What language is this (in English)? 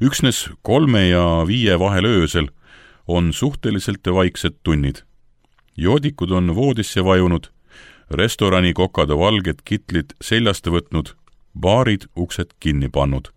Estonian